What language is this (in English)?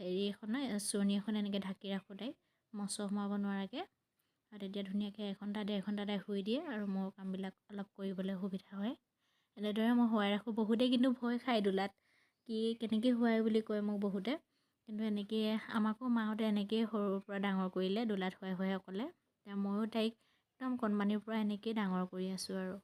Assamese